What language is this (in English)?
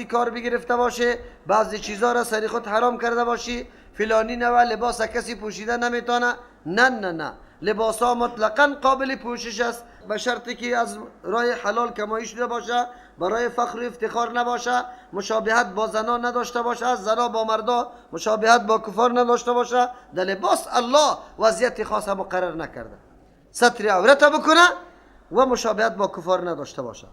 Persian